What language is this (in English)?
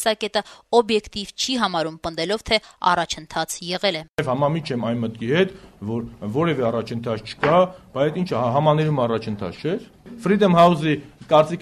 Armenian